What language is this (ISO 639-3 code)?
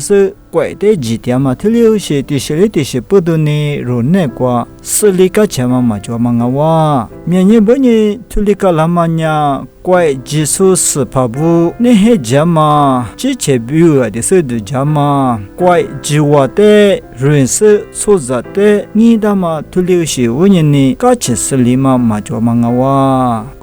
lis